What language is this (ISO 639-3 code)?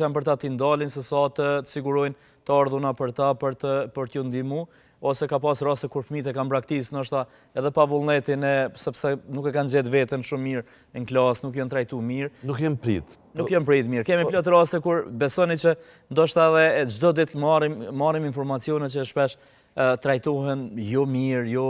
sqi